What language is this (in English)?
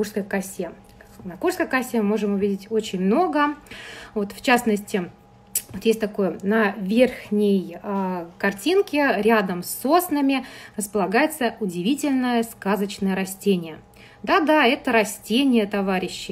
Russian